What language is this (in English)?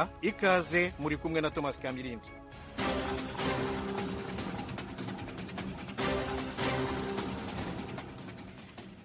Kinyarwanda